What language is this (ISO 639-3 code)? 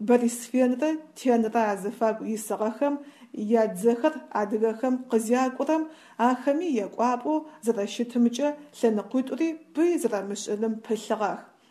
ady